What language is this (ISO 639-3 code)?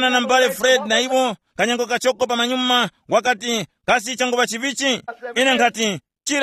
tum